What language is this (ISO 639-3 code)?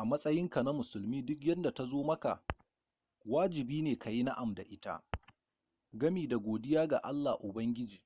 hau